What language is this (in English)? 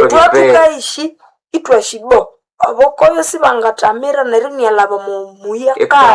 Nande